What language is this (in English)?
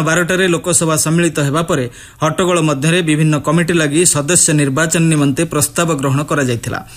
Odia